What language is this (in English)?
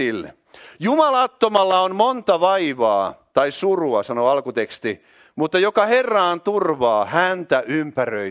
Finnish